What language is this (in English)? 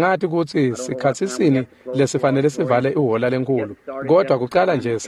Swati